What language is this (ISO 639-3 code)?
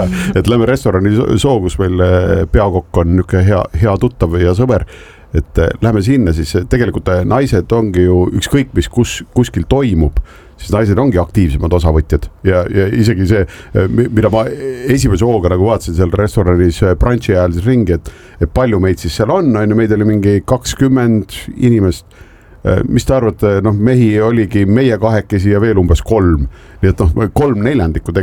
est